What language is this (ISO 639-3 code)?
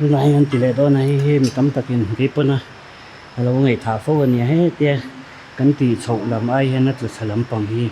lus